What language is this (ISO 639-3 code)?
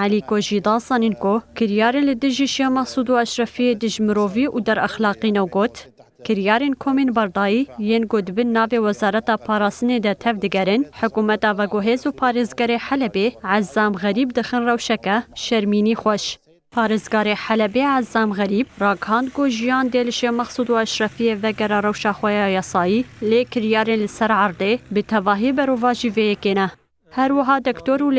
kur